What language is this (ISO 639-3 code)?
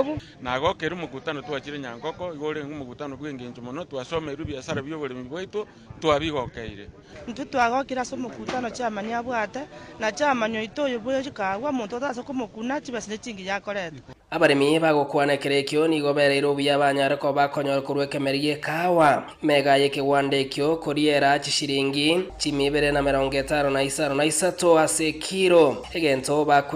guz